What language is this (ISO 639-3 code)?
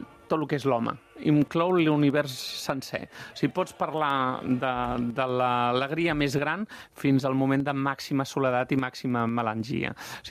cat